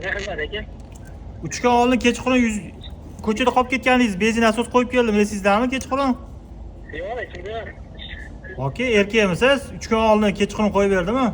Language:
Uzbek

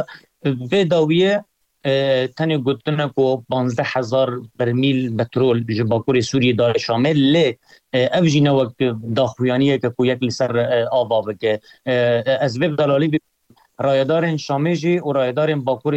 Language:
Kurdish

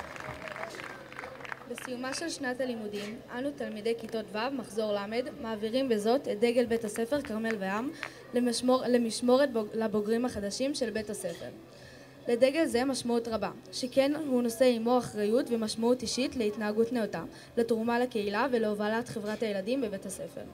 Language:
Hebrew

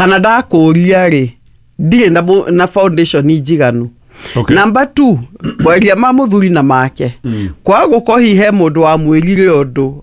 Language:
Kikuyu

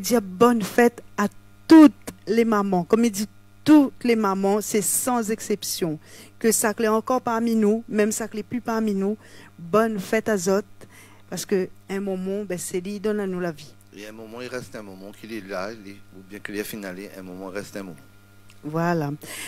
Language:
Réunion Creole French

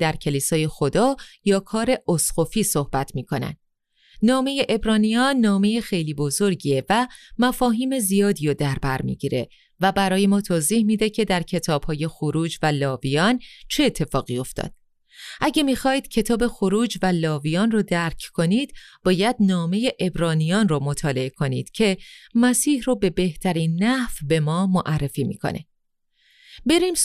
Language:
Persian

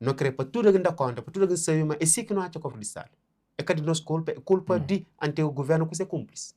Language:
Kabuverdianu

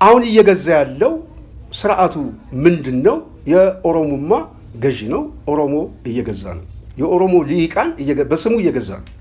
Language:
Amharic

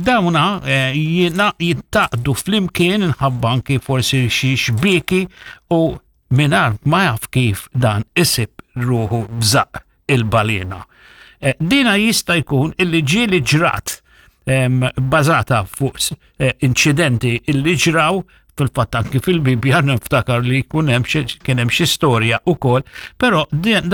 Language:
Maltese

